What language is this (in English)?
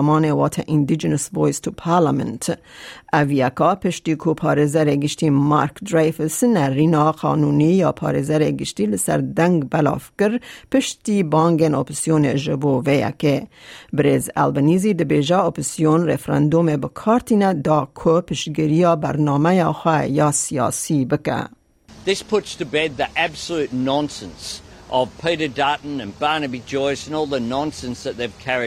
Kurdish